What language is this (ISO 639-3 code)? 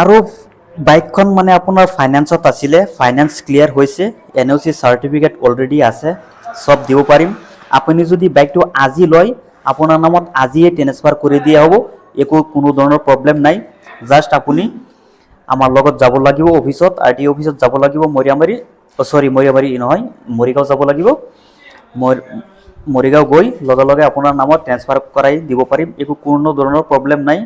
asm